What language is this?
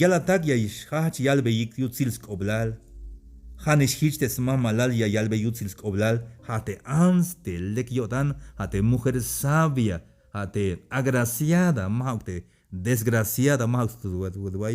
Tzeltal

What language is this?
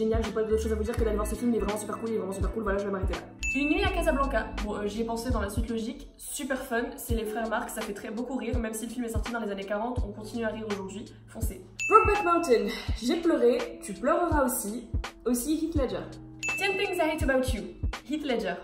French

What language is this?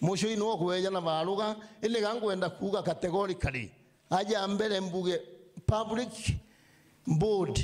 Meru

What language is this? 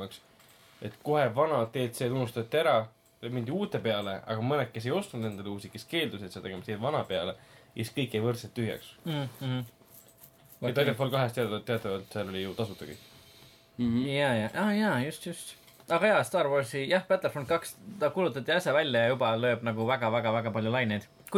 Estonian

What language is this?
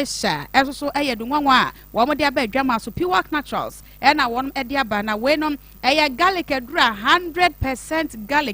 Akan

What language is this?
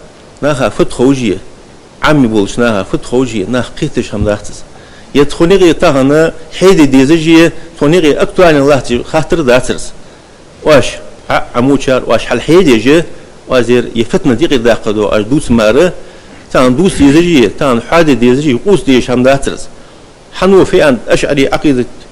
Ingush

